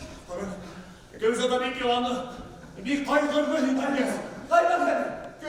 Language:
Bashkir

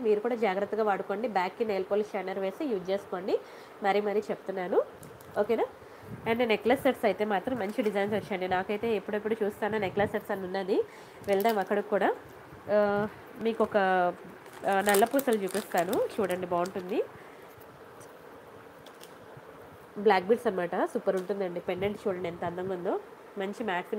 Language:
Telugu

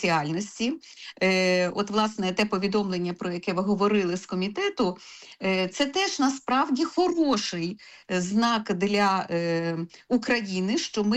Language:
Ukrainian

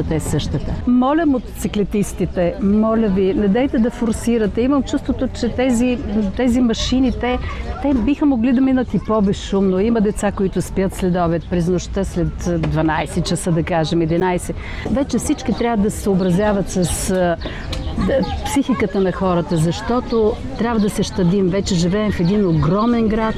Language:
Bulgarian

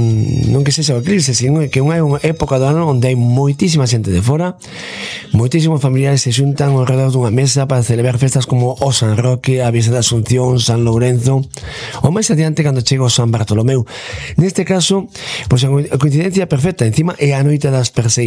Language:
Galician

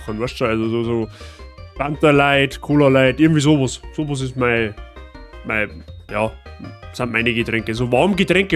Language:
Bavarian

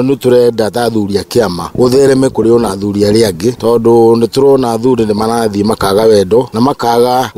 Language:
Kikuyu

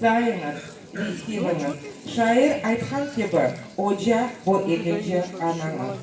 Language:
Crimean Tatar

